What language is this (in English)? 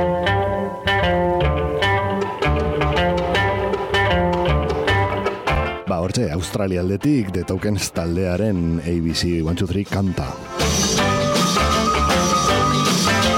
Basque